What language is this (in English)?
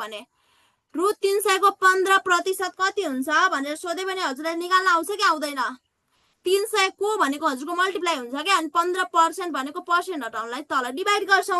Nepali